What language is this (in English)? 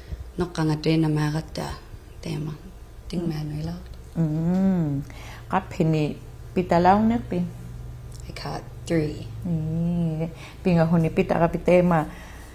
Inuktitut